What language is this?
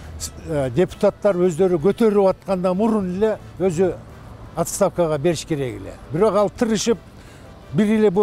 Kyrgyz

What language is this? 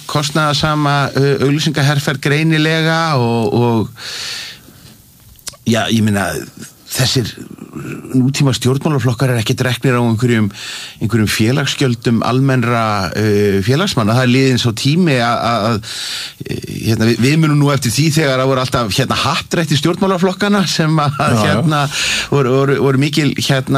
Icelandic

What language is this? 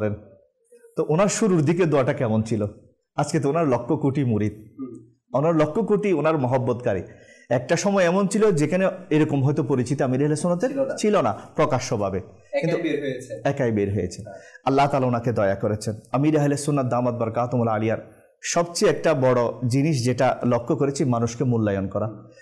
Bangla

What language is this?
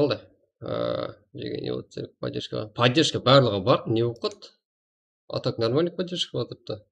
Kara-Kalpak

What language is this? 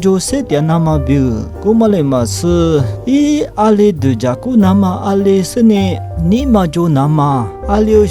Lisu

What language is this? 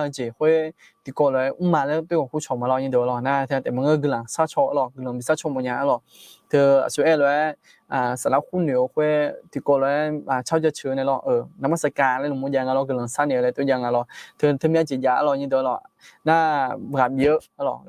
Akha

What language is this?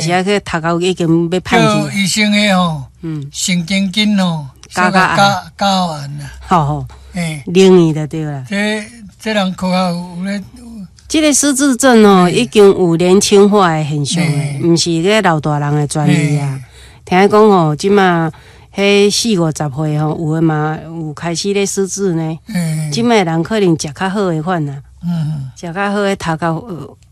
Min Nan Chinese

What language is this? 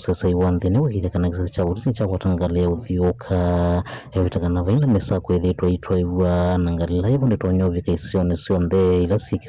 Kamba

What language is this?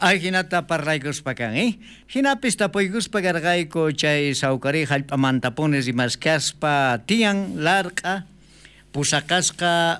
South Bolivian Quechua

